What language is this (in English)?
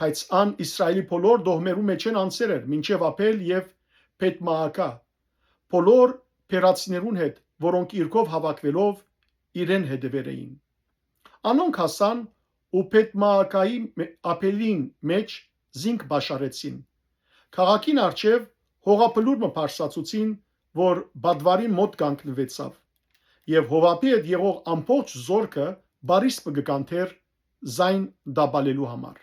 Western Armenian